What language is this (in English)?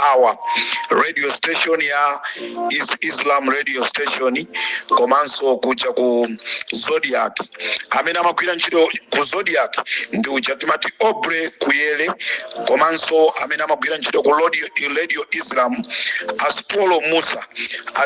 Nyanja